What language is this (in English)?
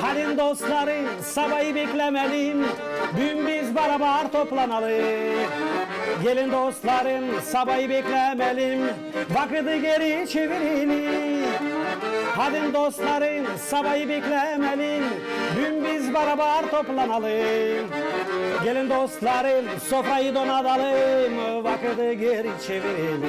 Gagauz